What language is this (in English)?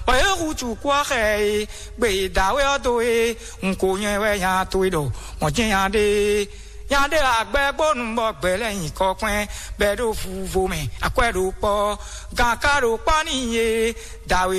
Fon